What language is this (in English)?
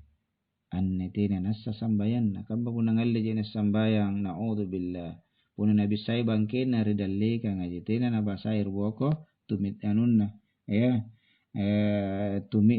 Makasar